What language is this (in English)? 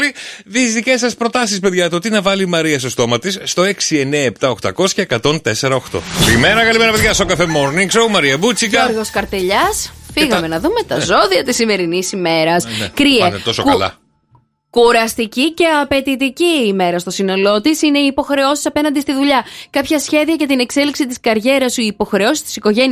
Greek